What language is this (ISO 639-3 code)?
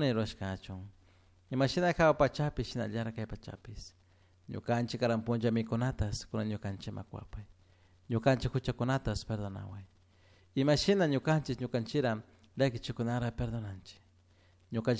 qug